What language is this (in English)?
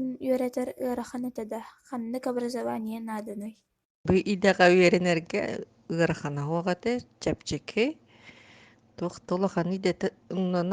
Yakut